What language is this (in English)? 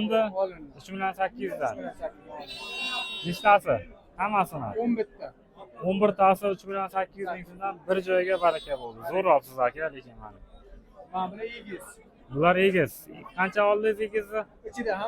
Uzbek